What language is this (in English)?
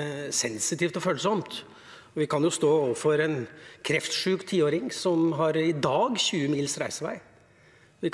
Norwegian